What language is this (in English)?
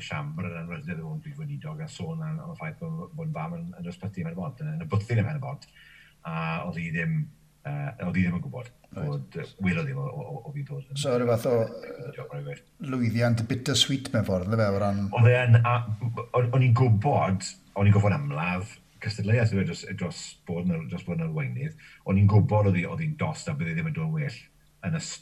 Welsh